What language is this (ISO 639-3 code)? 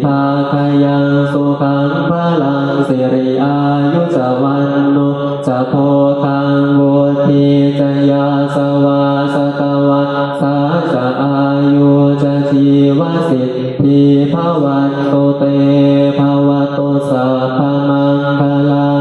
pli